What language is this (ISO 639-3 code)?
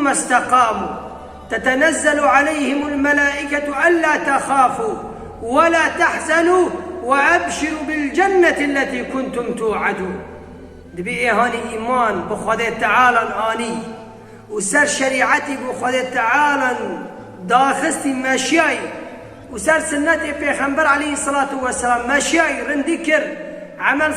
kur